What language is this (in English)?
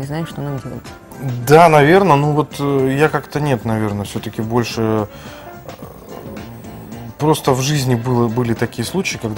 Russian